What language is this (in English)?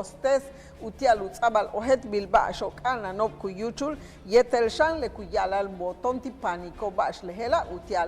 Yucateco